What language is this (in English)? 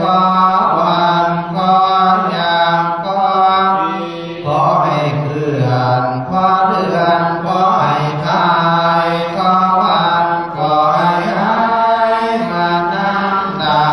Pali